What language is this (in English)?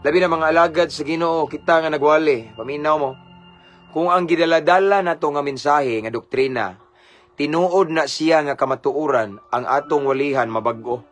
Cebuano